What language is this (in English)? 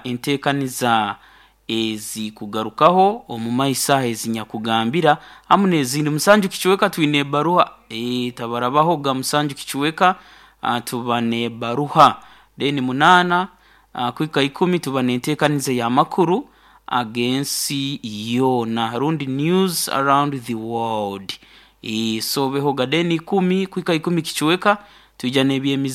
Nyoro